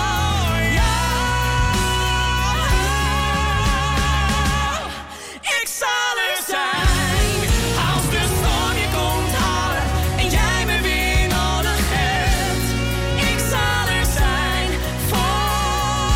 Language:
Dutch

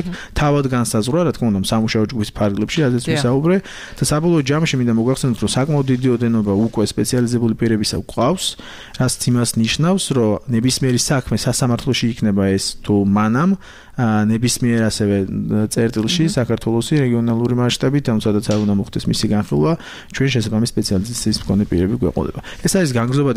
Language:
Georgian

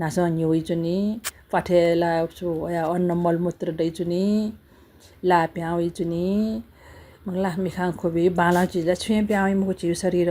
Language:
Newari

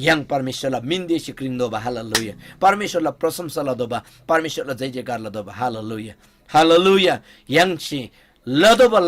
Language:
Eastern Tamang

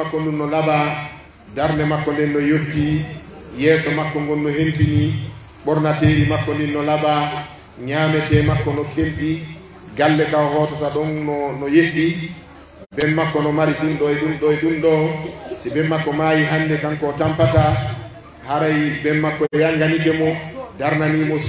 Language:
Pular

